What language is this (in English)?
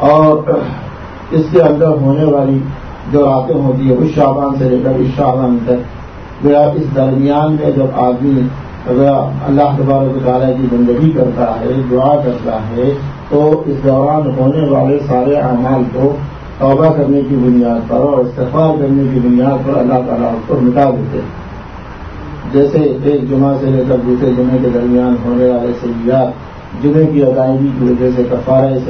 Urdu